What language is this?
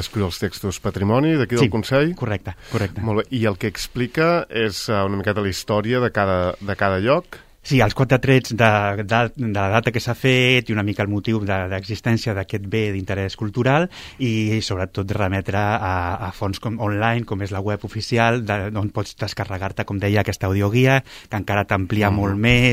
Catalan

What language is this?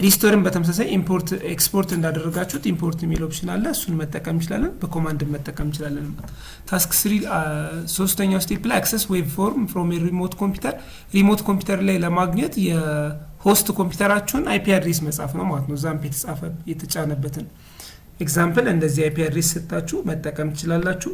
Amharic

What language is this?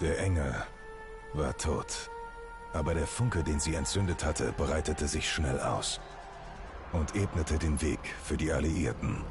Swiss German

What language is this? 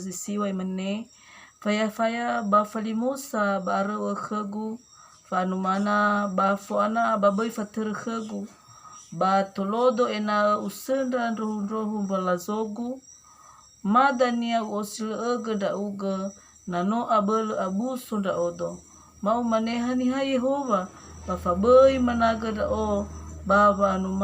Nias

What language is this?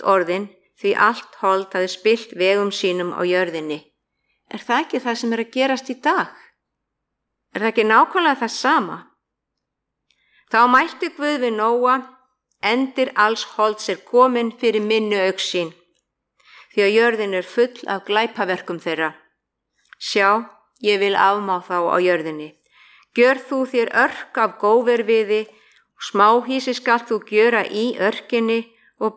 Icelandic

